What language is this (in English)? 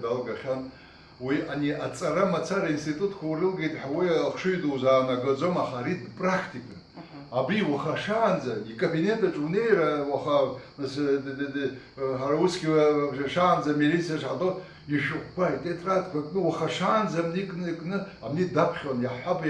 Abkhazian